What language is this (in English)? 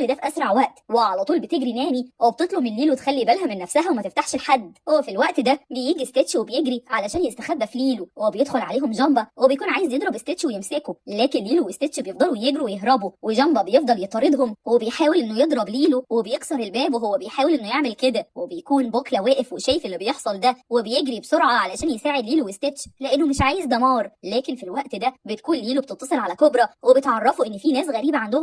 Egyptian Arabic